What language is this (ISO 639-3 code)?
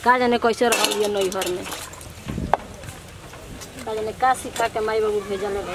bho